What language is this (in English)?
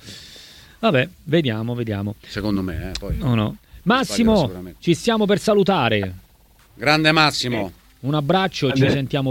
Italian